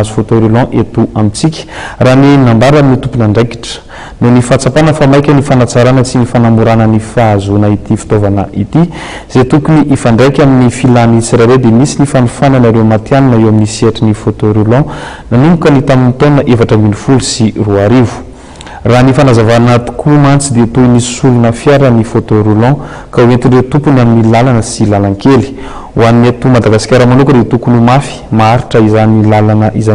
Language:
Malagasy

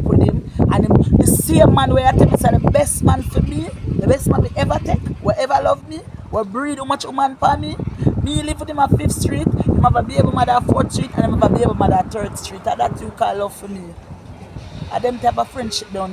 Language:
Jamaican Creole English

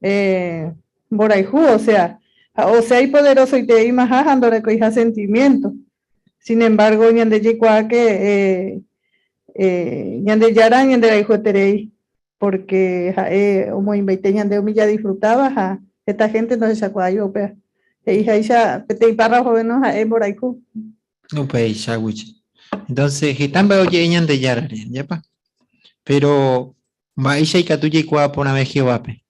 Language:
Guarani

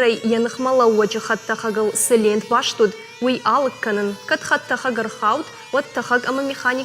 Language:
Ossetic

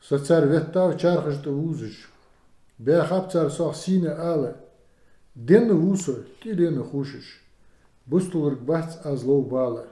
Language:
Ingush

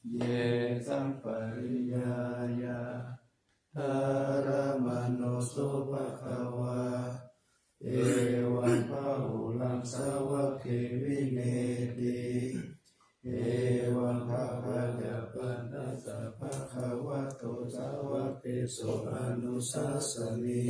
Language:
Pali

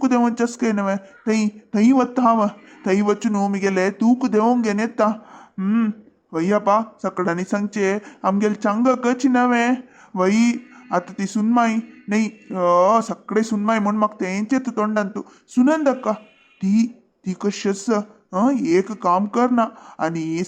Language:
Konkani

